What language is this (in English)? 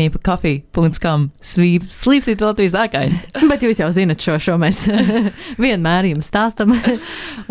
Latvian